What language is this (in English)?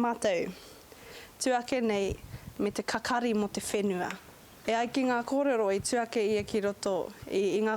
Māori